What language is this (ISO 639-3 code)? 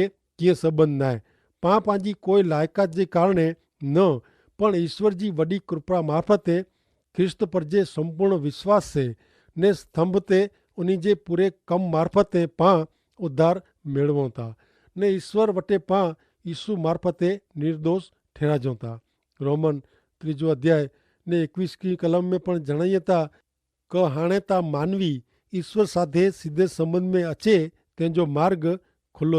kfr